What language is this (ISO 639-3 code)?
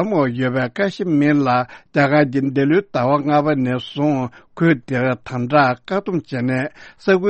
bod